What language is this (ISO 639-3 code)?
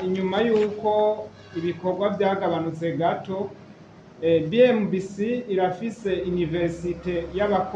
run